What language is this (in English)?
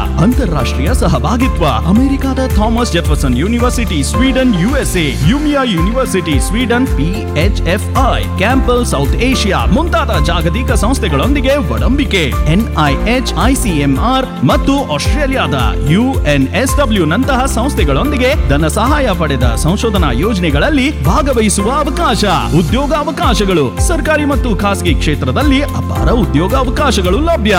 Kannada